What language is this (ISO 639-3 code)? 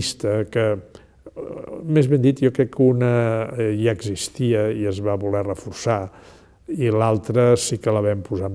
cat